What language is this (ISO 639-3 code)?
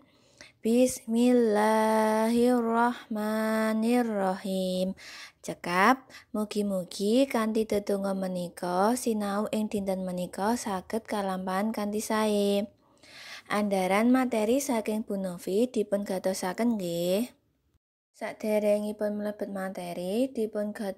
jav